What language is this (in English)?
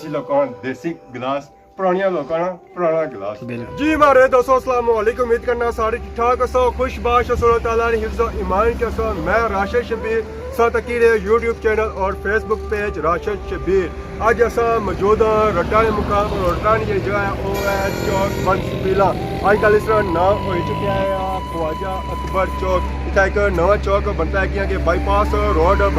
Pahari-Potwari